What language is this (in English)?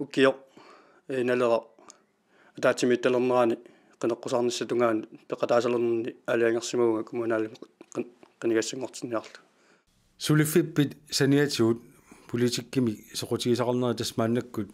Kalaallisut